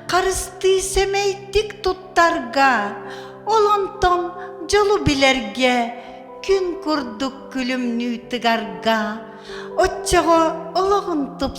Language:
Yakut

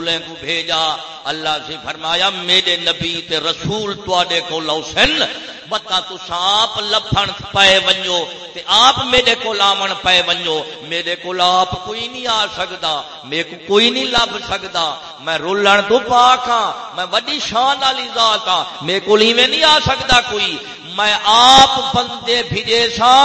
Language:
Saraiki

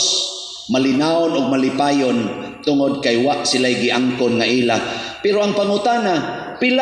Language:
Cebuano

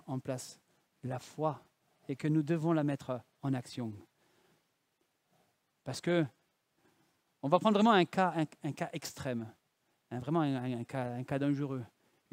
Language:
French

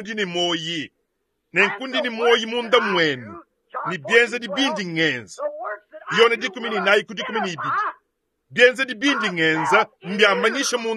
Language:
Luba-Lulua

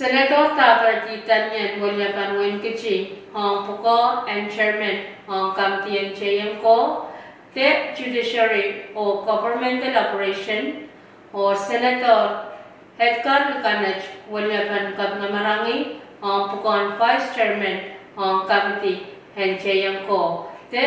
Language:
Pohnpeian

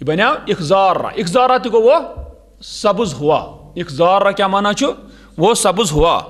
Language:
Kashmiri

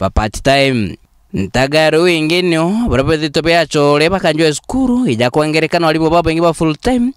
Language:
Meru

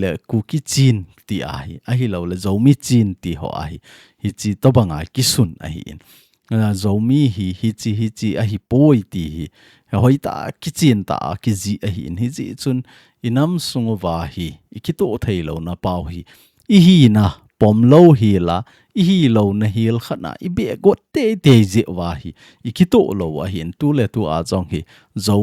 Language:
Thado Chin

